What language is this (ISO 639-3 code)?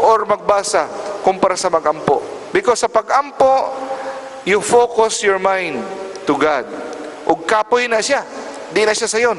ceb